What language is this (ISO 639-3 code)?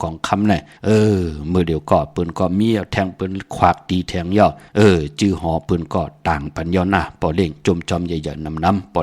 shn